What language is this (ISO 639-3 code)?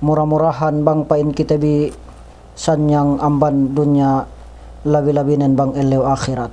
yka